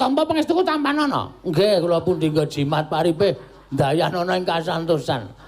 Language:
Javanese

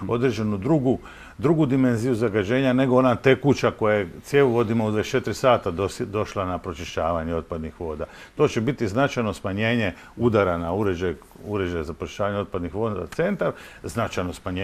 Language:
Croatian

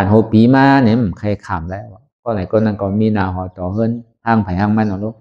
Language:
Shan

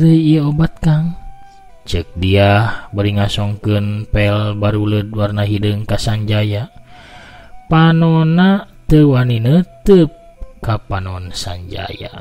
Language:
Sundanese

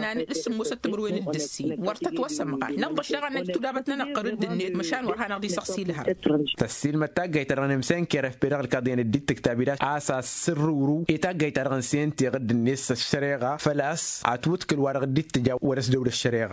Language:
Tamasheq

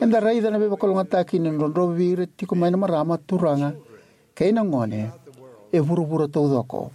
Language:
Fijian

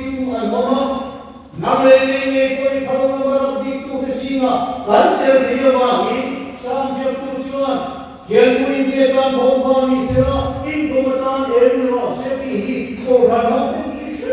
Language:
Mizo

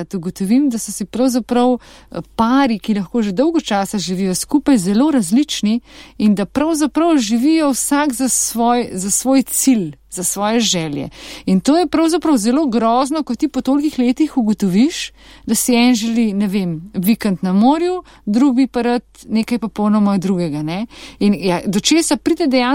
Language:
Slovenian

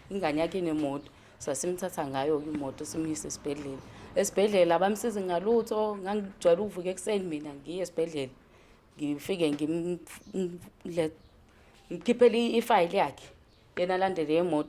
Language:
Zulu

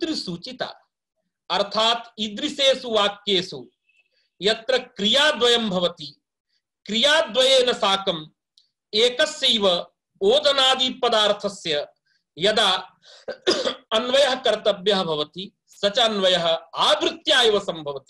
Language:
Sanskrit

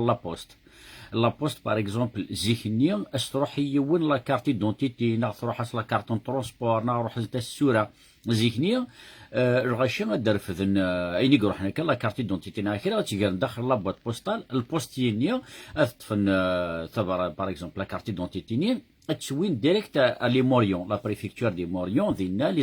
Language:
Kabyle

